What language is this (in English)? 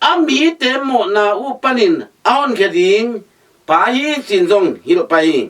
Tedim Chin